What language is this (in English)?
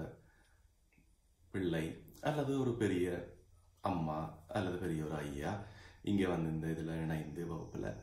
Tamil